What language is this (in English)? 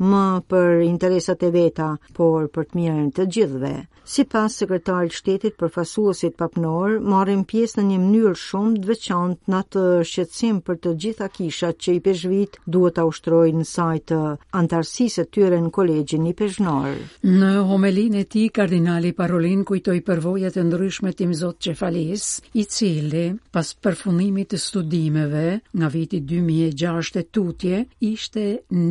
Albanian